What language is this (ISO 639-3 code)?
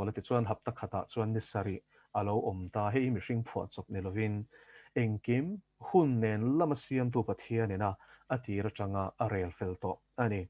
lus